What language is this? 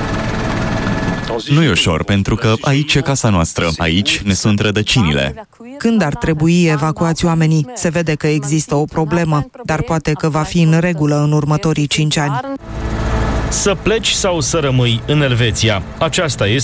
Romanian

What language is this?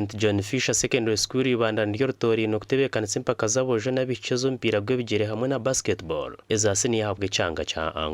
Nyankole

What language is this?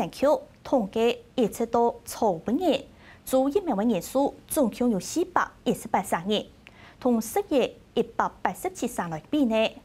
Hakka Chinese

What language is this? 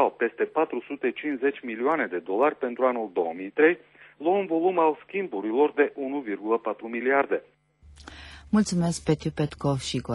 Romanian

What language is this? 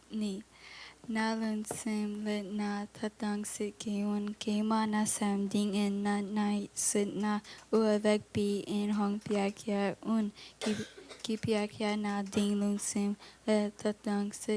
Tedim Chin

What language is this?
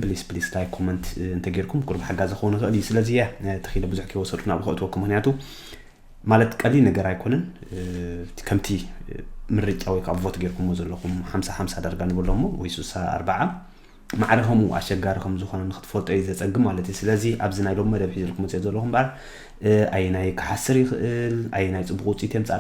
Tigrinya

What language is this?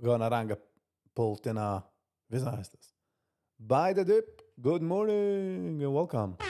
Yiddish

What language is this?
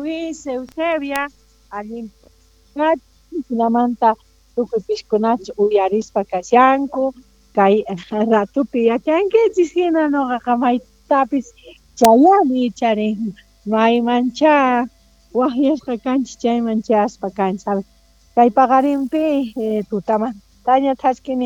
South Bolivian Quechua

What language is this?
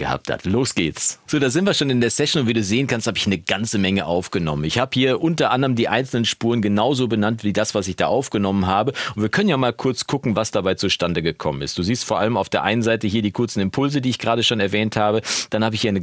German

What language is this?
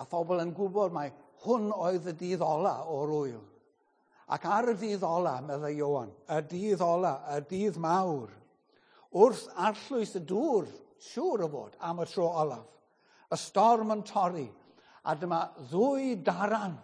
Welsh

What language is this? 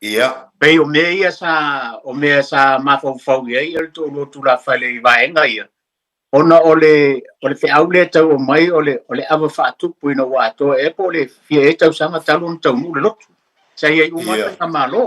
Samoan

